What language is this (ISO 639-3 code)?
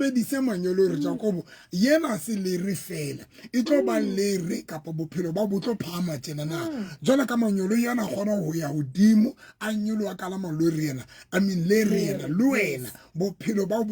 sot